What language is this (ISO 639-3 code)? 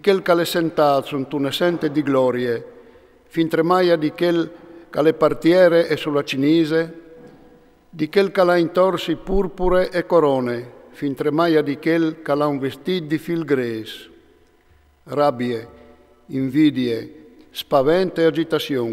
fur